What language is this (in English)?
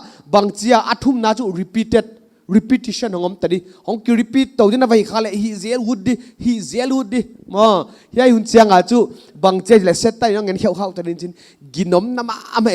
Paite Chin